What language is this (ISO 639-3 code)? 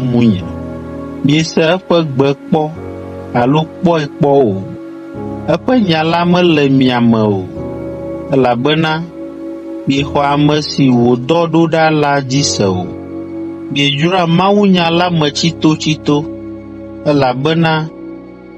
ewe